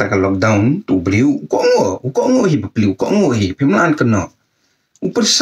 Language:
Khasi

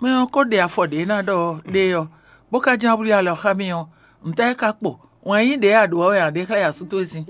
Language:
Fon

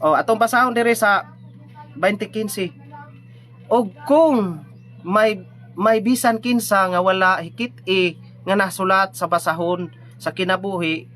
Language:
Cebuano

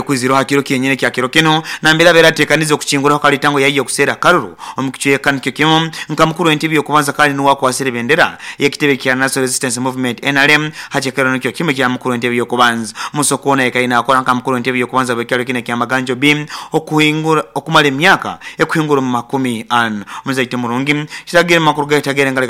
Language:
Nyoro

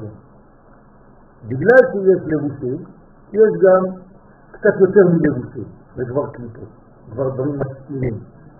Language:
Hebrew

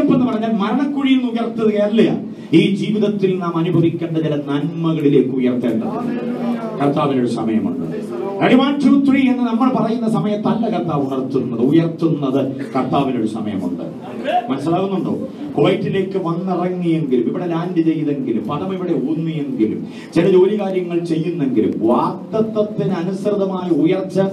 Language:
Malayalam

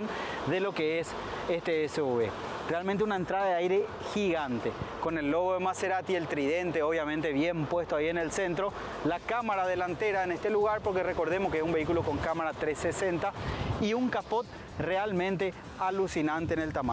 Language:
Spanish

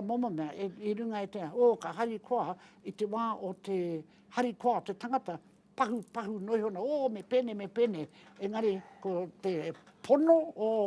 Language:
Māori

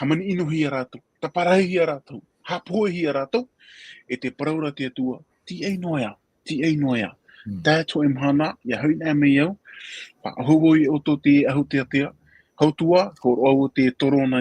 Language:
Tahitian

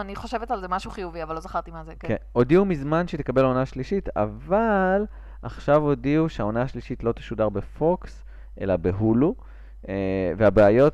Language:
Hebrew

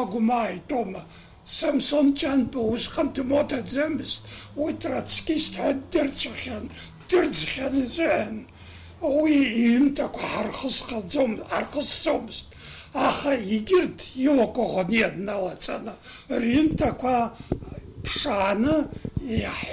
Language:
Abkhazian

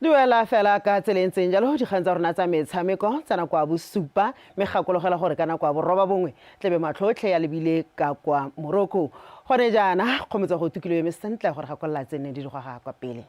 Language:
Tswana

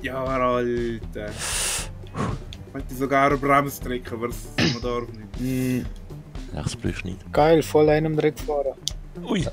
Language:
Swiss German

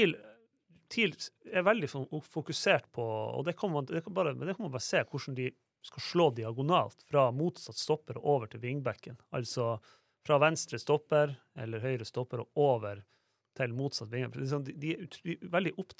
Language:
Norwegian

